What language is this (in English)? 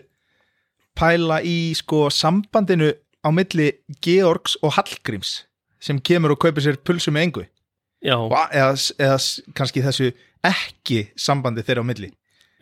Icelandic